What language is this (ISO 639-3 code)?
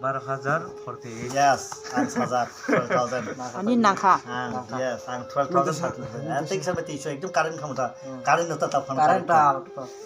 trp